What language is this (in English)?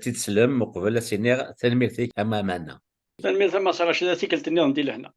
Kabyle